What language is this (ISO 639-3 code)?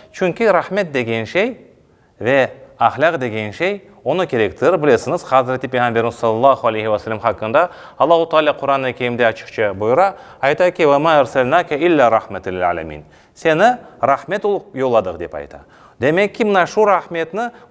crh